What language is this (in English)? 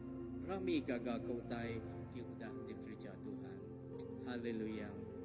Iban